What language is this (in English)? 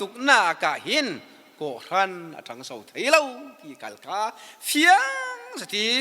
Falam Chin